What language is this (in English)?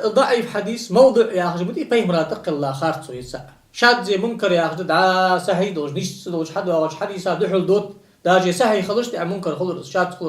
Ingush